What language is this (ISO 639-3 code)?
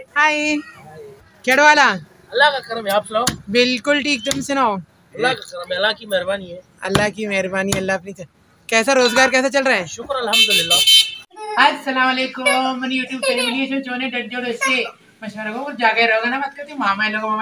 bal